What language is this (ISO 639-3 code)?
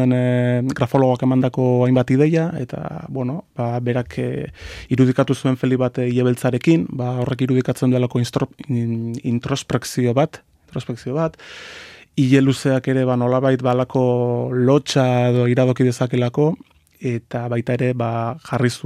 eus